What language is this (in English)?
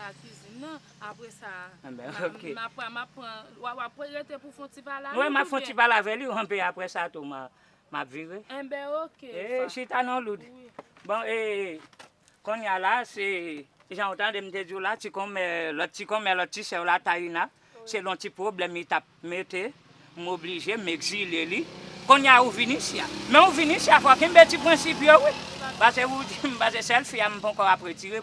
Haitian Creole